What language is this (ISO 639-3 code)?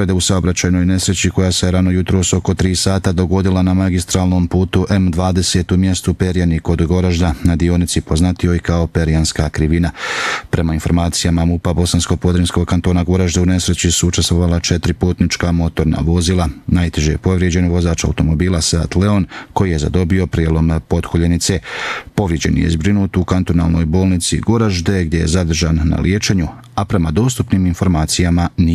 bos